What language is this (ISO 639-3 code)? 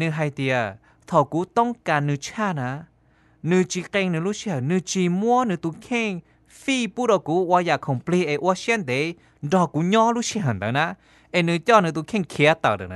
hmn